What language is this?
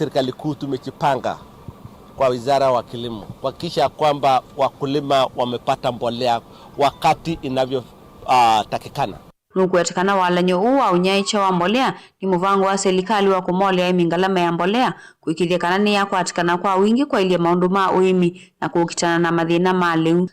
Kamba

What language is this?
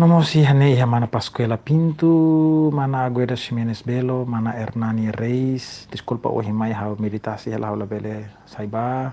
Tetum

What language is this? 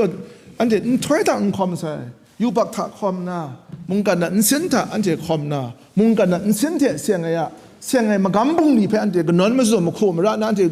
Kachin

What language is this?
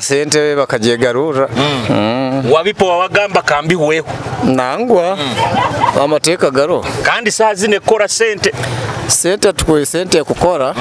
Nyoro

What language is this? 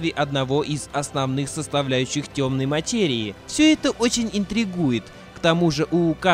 Russian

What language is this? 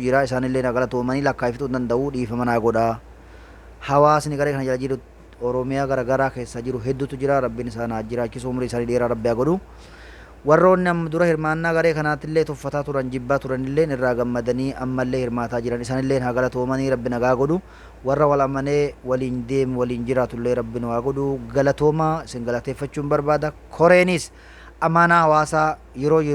Oromo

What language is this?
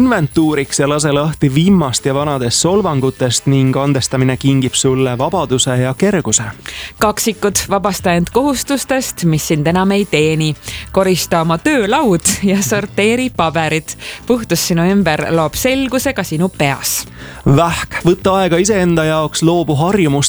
Estonian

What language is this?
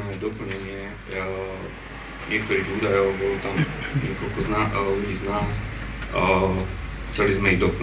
Slovak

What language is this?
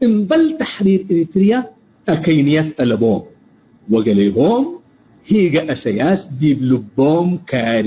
Tigre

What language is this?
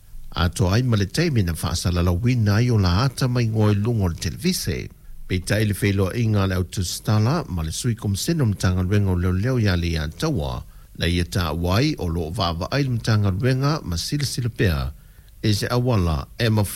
Samoan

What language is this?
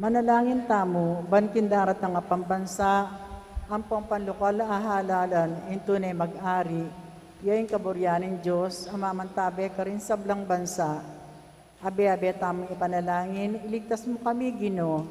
Pampanga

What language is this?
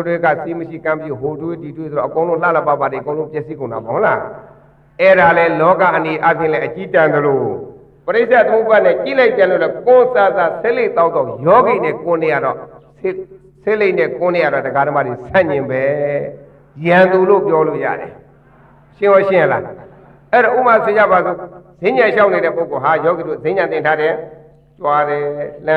Burmese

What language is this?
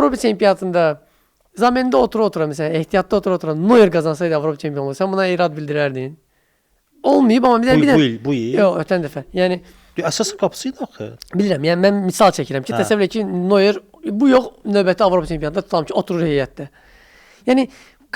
Azerbaijani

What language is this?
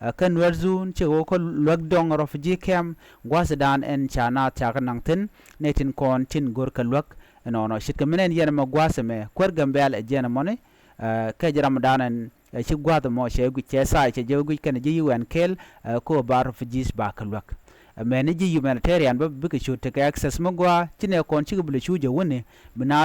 Nuer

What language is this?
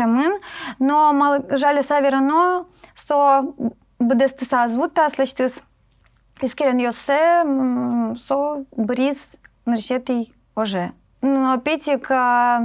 Udmurt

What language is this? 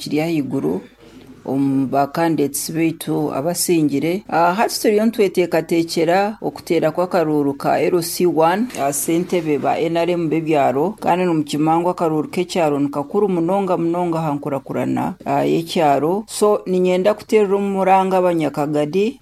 Nyoro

